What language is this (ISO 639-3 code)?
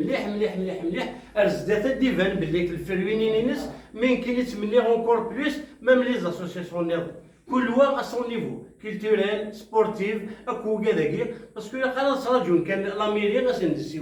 kab